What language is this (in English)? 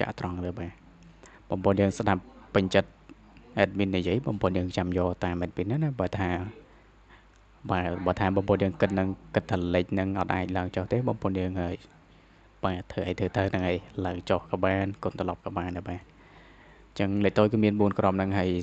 Khmer